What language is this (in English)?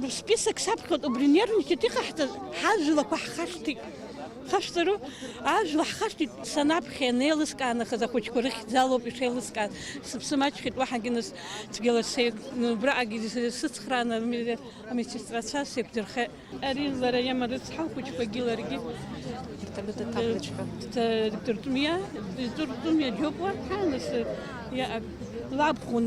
Abkhazian